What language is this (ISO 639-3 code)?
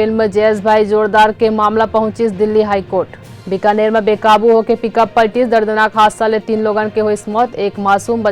hne